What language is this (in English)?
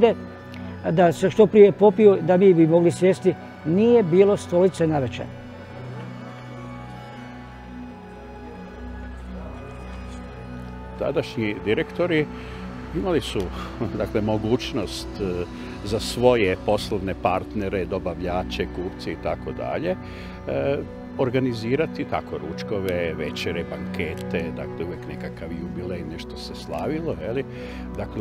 Croatian